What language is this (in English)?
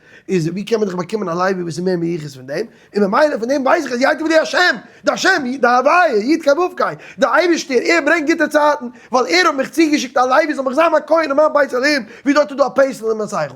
Yiddish